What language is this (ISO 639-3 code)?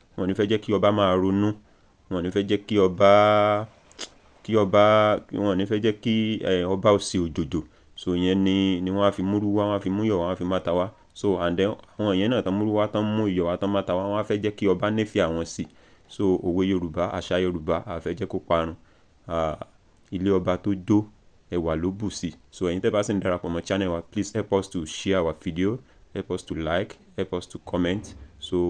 yor